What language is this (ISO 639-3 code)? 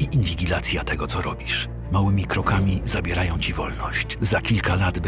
pol